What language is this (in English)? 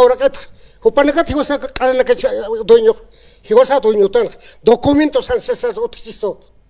Aymara